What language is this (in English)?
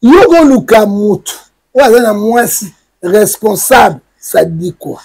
Lingala